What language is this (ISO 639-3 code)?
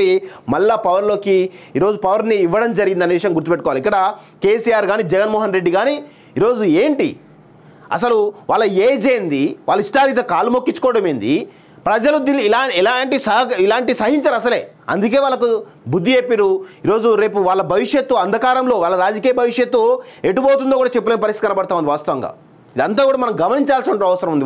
tel